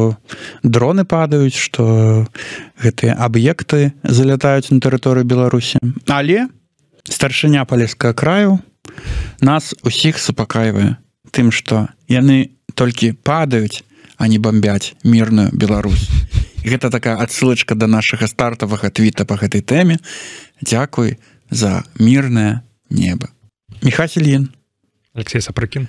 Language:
Belarusian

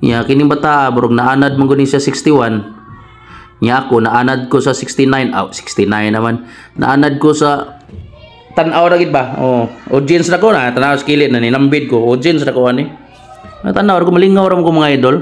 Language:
Cebuano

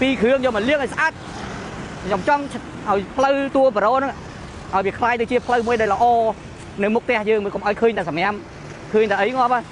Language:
Khmer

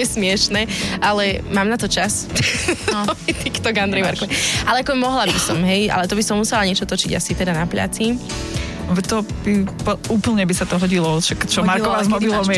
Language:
Slovak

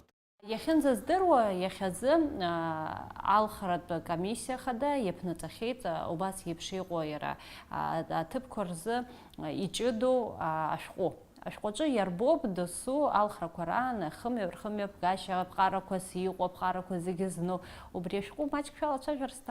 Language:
Abkhazian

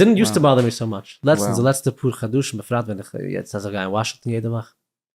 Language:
Yiddish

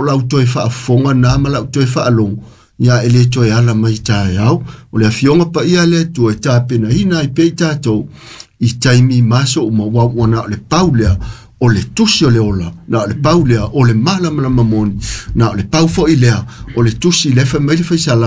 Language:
Samoan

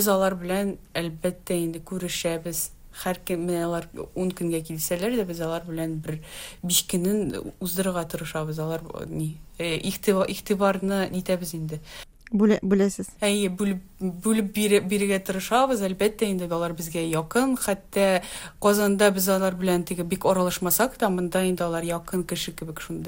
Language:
Tatar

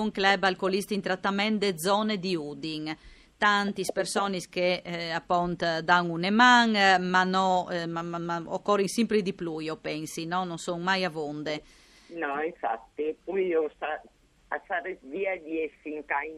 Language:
Friulian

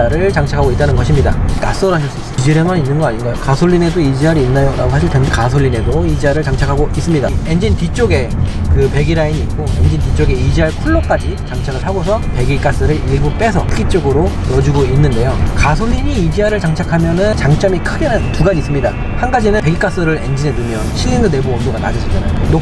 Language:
Korean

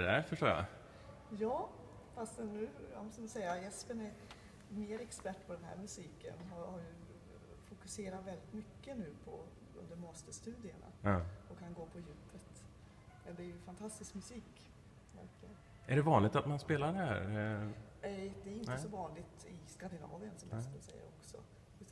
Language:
Swedish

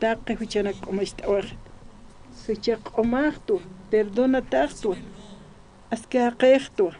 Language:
Aymara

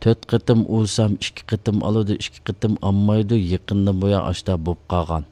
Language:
Uyghur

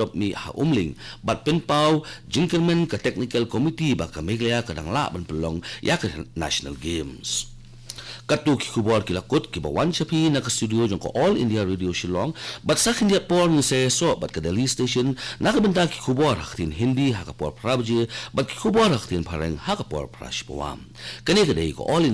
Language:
Khasi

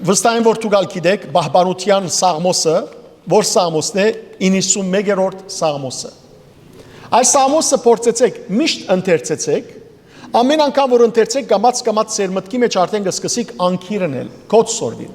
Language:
Western Armenian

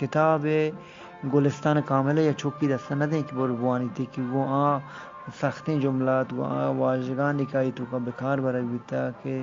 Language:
Eastern Balochi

